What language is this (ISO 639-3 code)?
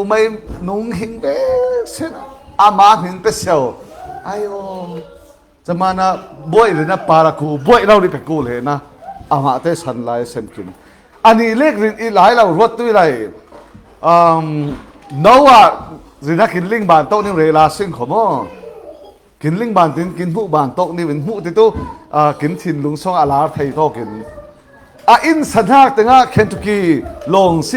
cfm